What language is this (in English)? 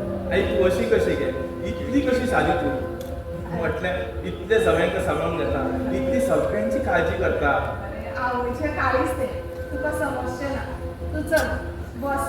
Konkani